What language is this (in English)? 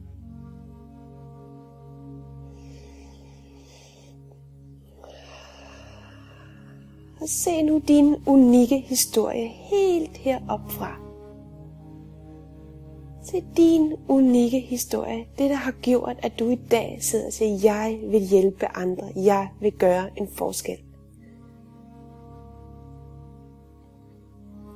Danish